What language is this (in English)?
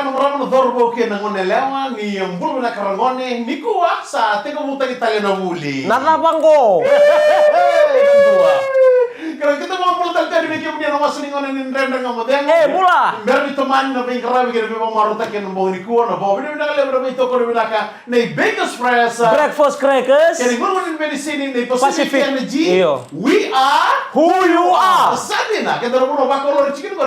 Fijian